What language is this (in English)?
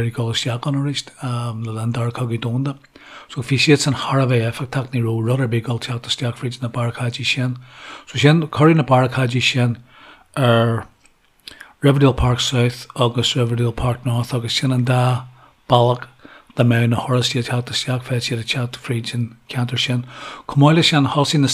Irish